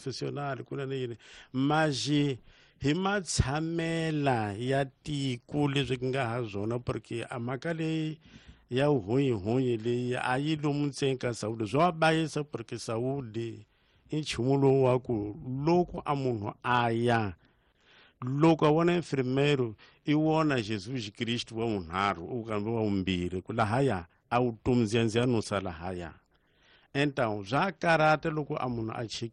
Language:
Tsonga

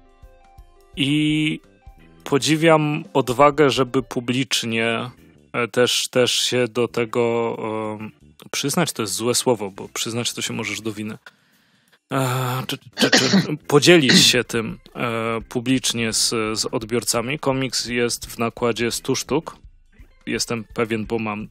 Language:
Polish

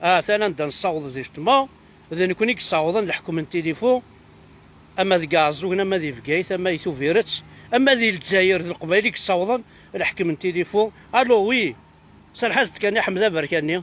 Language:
Kabyle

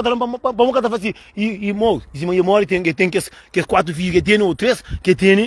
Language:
Kabuverdianu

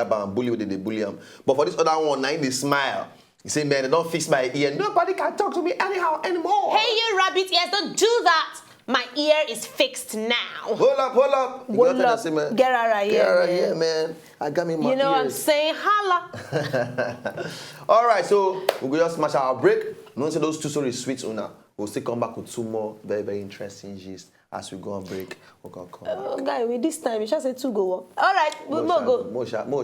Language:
Nigerian Pidgin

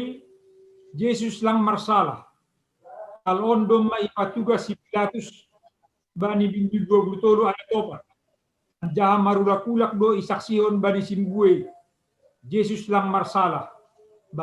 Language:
Batak Simalungun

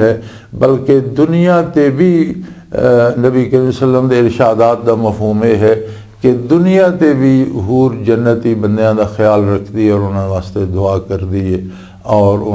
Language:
Western Panjabi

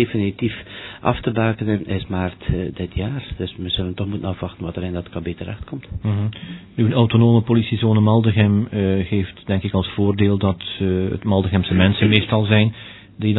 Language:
Dutch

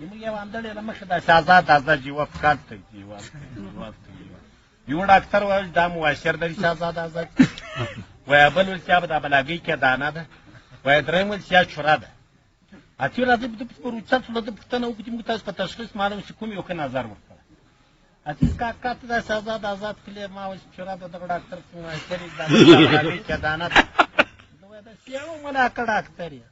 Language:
Pashto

